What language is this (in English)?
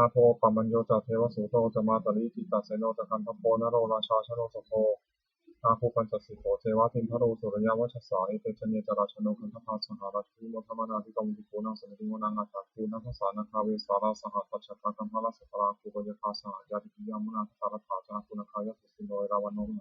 Pali